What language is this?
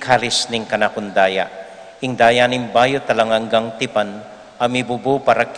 Pampanga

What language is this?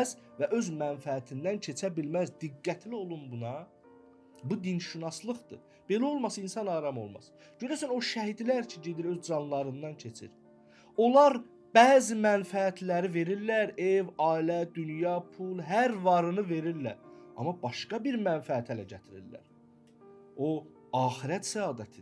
Azerbaijani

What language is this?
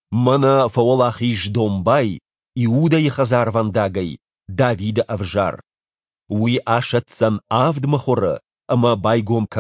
Ossetic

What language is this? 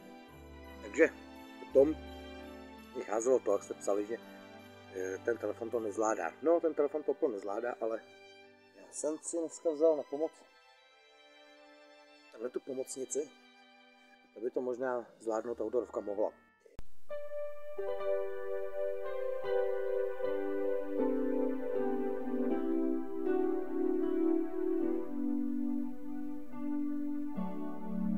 Czech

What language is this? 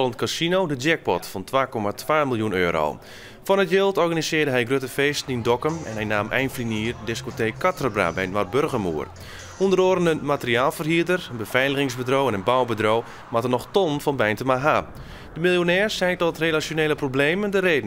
Western Frisian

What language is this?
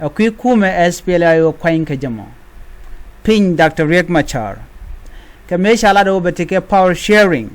Nuer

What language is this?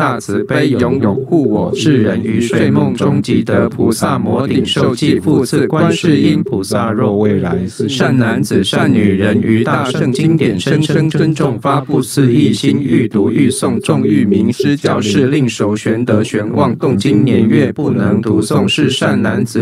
Chinese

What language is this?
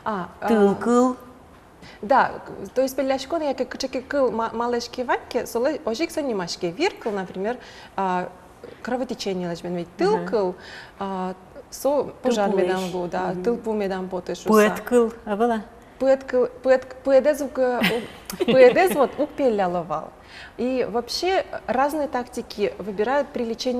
Udmurt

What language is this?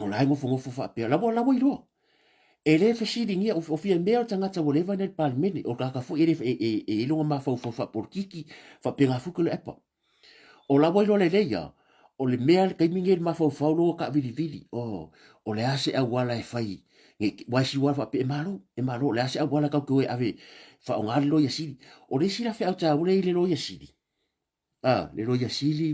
Samoan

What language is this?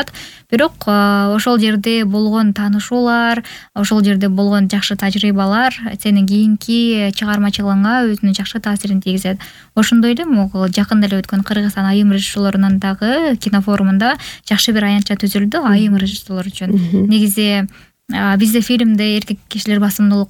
Kyrgyz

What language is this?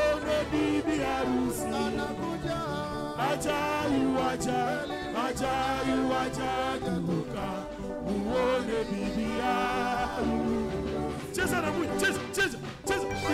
Swahili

